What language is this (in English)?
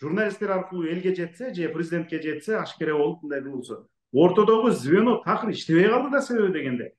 Kyrgyz